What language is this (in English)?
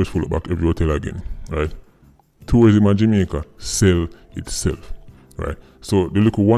Jamaican Creole English